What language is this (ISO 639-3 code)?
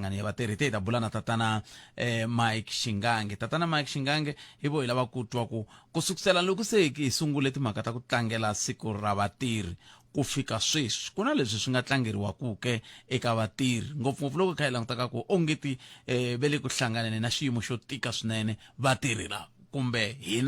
tso